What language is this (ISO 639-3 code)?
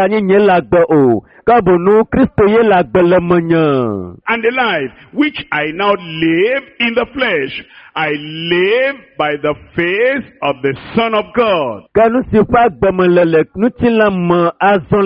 ewe